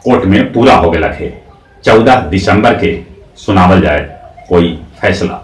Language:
Magahi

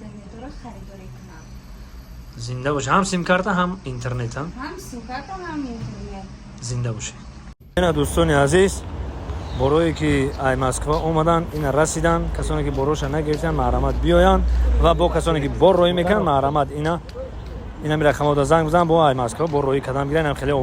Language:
Tajik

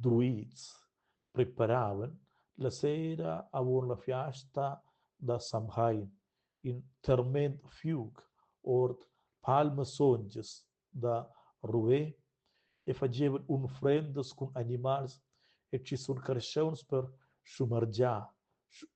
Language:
Romansh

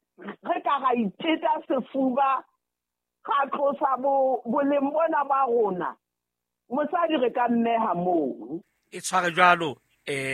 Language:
Southern Sotho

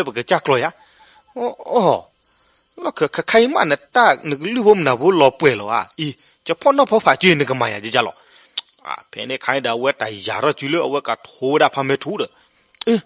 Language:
S'gaw Karen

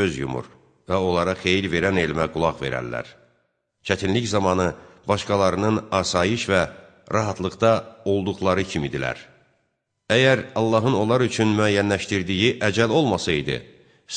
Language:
Azerbaijani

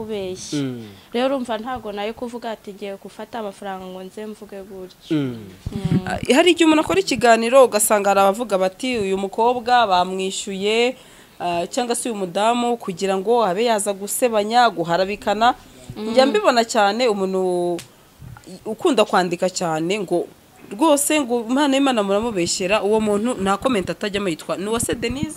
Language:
Kinyarwanda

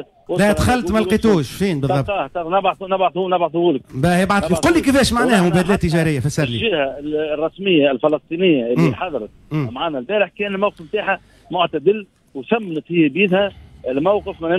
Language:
Tunisian Arabic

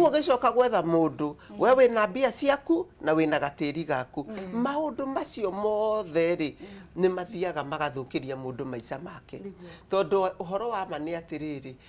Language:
Kikuyu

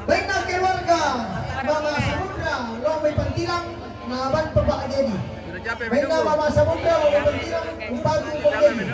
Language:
Toraja-Sa'dan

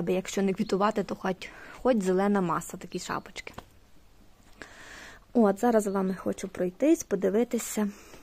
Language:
Ukrainian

